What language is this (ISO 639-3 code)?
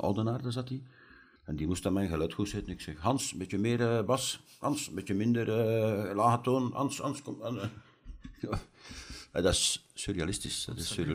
nld